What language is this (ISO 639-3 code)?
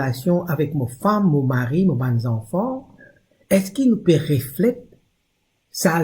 mfe